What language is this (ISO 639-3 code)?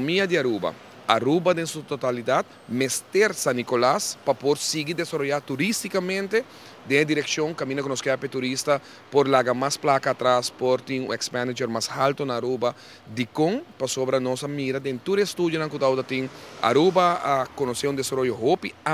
pap